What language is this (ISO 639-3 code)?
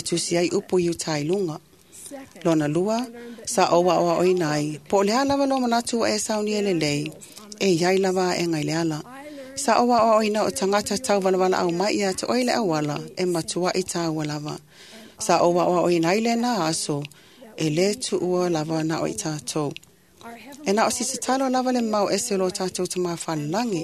smo